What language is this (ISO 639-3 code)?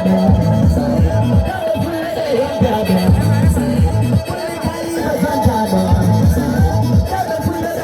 ful